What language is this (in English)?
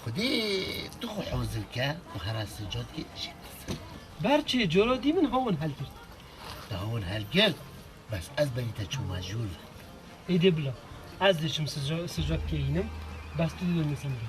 Kurdish